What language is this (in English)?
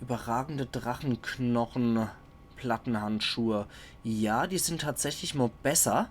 Palatine German